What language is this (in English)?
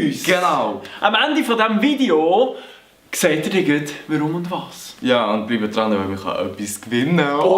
Swiss German